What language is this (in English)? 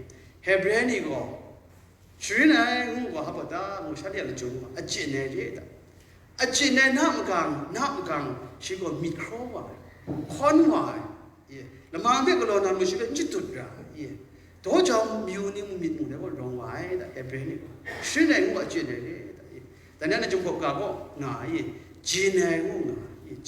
Kachin